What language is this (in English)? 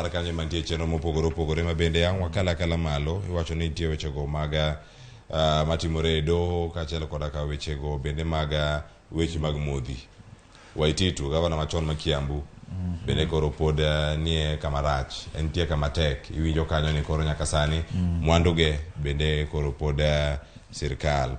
Luo (Kenya and Tanzania)